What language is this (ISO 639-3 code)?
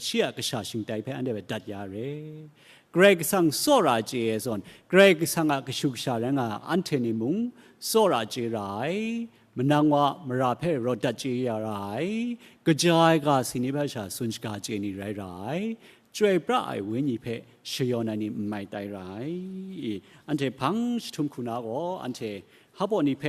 kac